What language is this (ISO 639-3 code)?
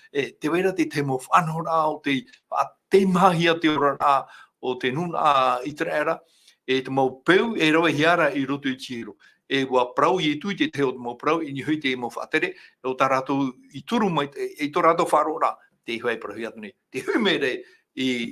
tah